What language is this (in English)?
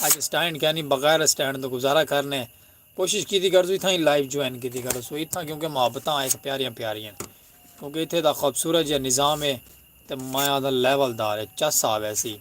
Saraiki